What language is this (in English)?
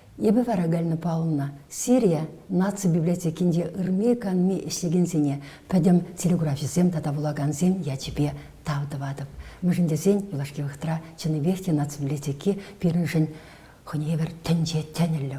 Chuvash